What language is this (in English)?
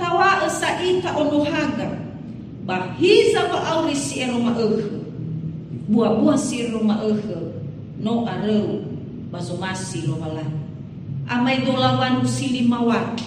Nias